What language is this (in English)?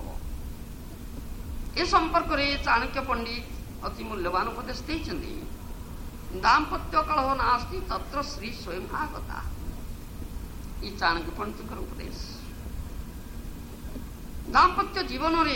Odia